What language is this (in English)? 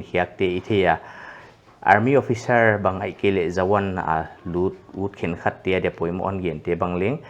Paite Chin